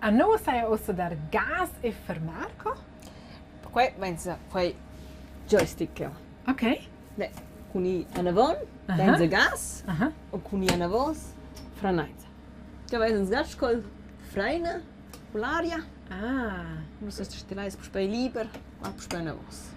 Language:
Romansh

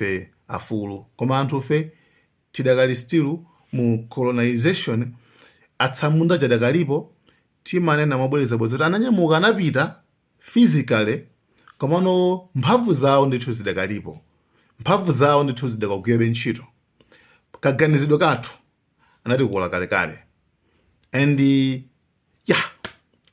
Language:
Nyanja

